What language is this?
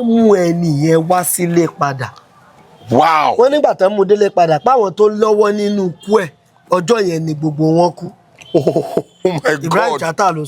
Yoruba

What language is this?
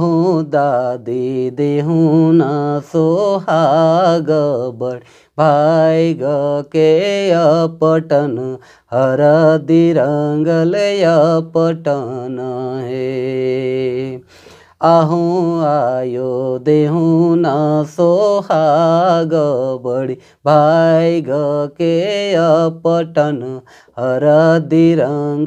Sadri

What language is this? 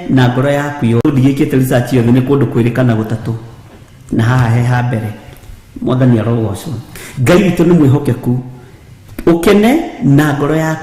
Kikuyu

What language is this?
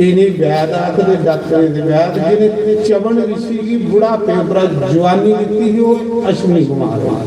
Dogri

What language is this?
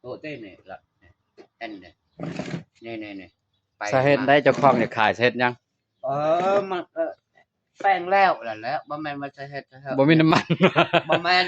Lao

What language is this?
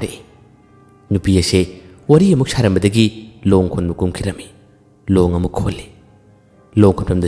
Manipuri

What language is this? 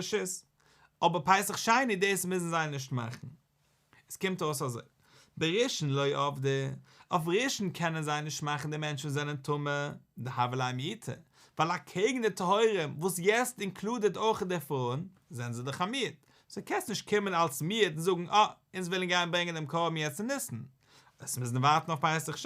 Yiddish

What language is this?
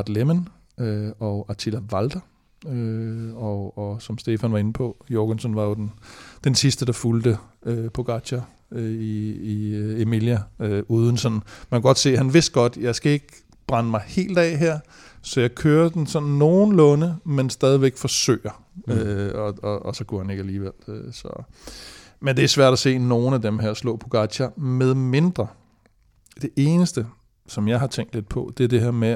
Danish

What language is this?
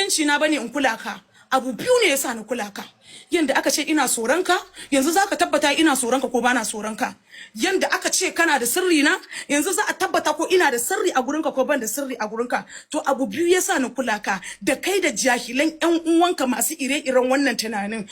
Hausa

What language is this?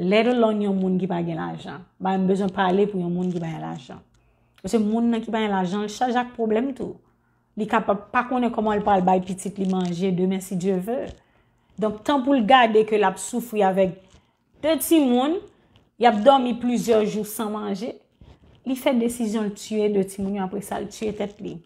Haitian Creole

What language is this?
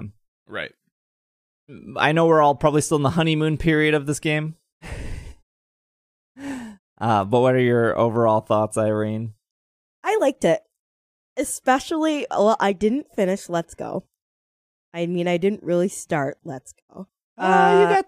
English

